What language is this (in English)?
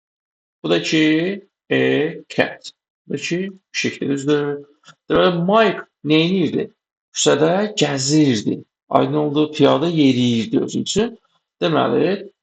Azerbaijani